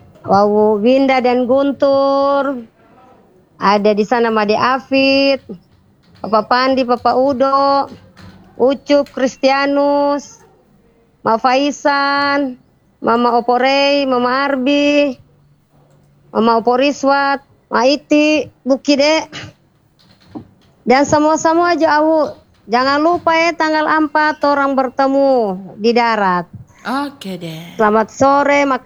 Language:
Indonesian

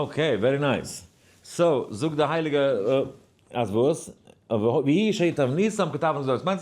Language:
Yiddish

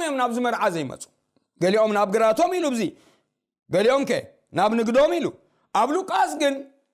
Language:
Tigrinya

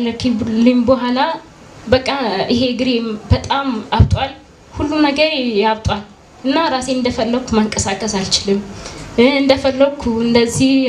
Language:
Amharic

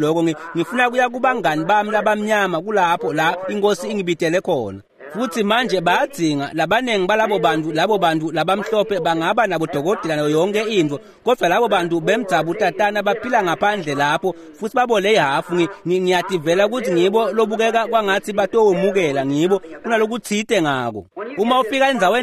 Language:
Swati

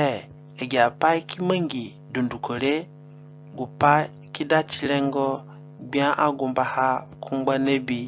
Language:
Zande (individual language)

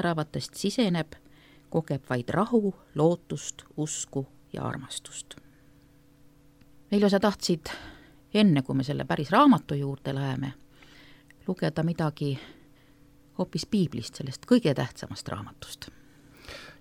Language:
Estonian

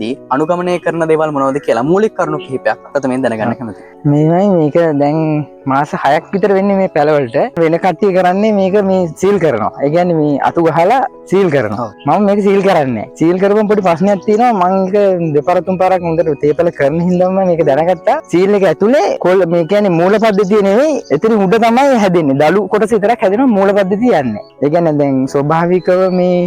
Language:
Sinhala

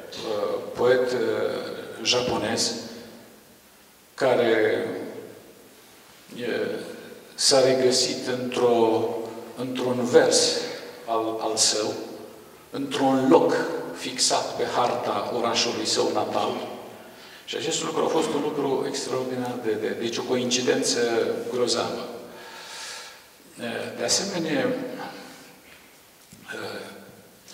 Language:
Romanian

